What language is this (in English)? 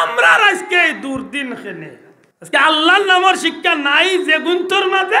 Sylheti